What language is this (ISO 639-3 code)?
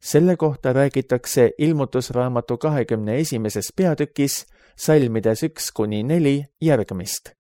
est